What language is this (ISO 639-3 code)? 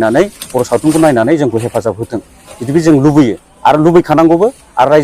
brx